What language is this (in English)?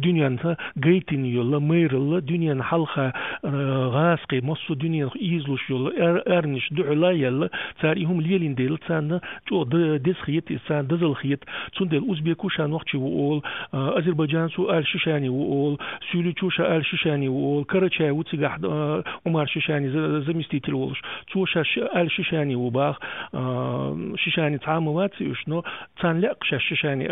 Chechen